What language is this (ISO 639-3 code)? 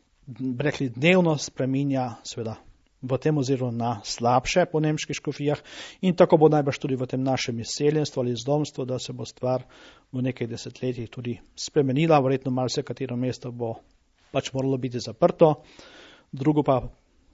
slv